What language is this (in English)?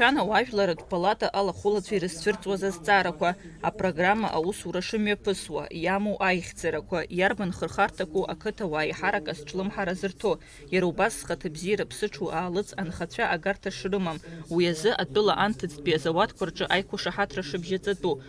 Abkhazian